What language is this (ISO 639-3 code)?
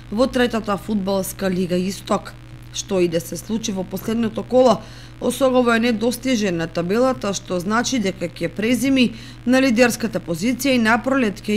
mkd